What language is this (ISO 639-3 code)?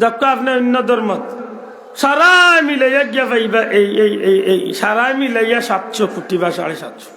syl